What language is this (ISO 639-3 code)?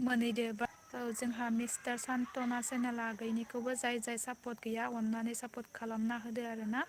brx